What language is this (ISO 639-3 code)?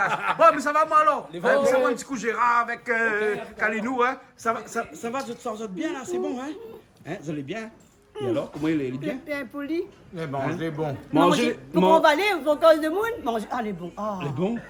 rcf